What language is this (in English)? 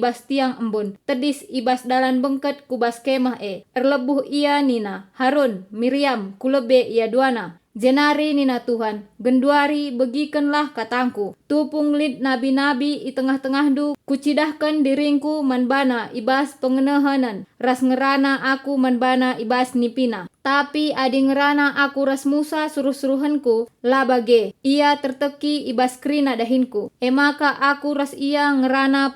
Batak Karo